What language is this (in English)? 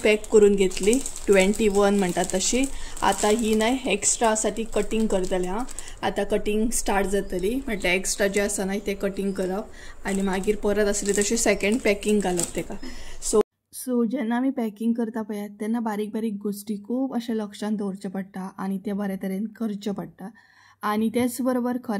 Konkani